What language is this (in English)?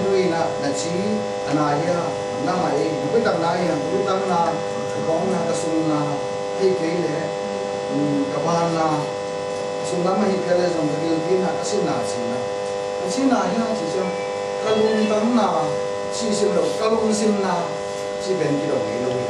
Tedim Chin